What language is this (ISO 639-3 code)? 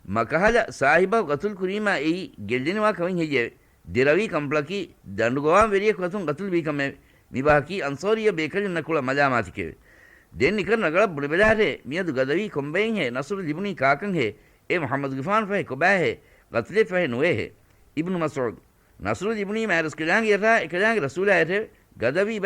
div